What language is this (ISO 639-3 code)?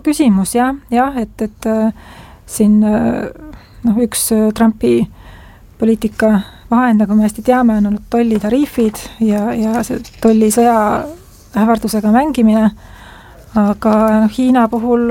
est